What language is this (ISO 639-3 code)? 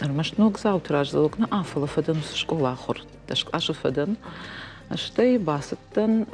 oss